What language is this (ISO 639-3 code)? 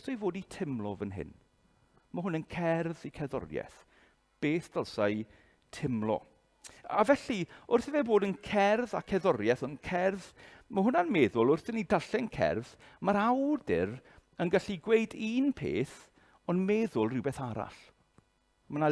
cym